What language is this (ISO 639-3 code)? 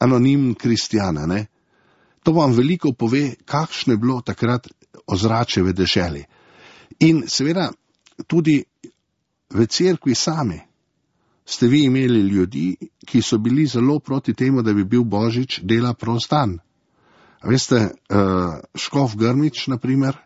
slv